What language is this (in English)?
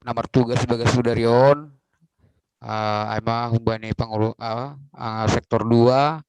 Batak Simalungun